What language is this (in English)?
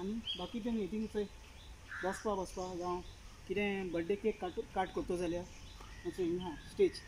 Konkani